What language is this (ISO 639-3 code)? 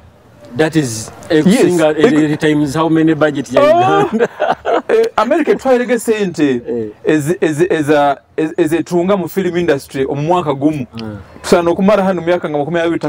nyo